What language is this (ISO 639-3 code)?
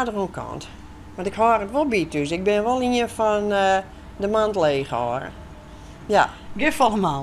fry